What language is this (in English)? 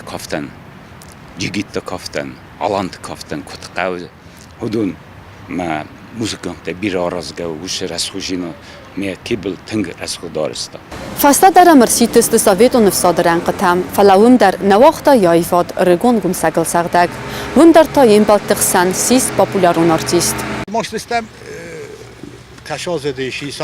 Ossetic